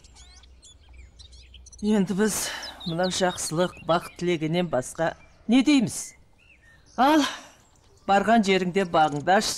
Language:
Kazakh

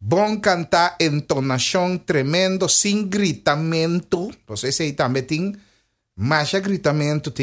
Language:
Papiamento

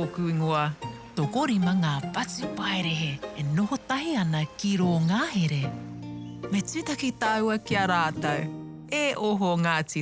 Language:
Māori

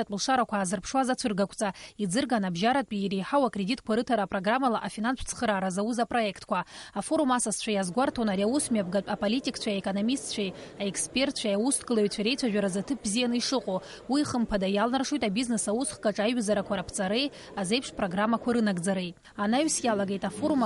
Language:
Abkhazian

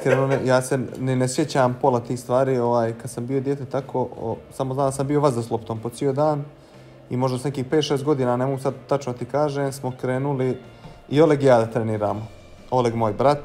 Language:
Bosnian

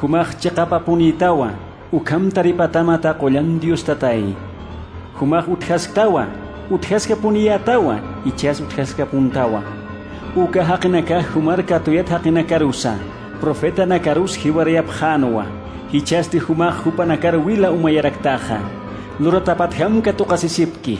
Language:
Aymara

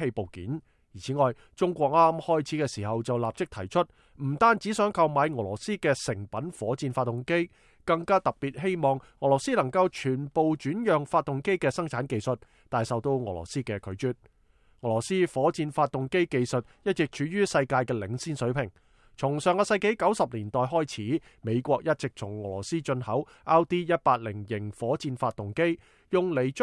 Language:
Cantonese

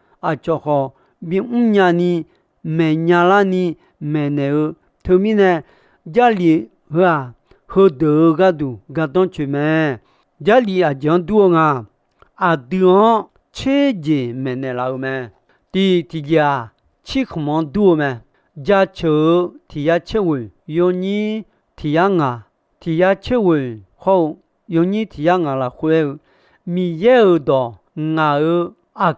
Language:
Akha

